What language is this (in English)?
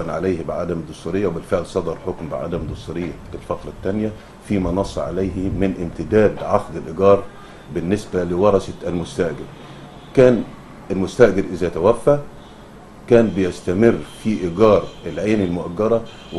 Egyptian Arabic